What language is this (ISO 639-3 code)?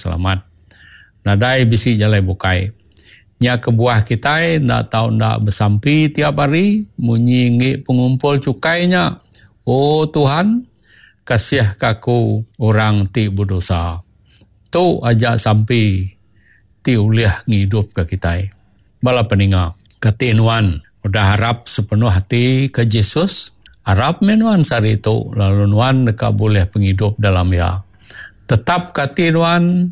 iba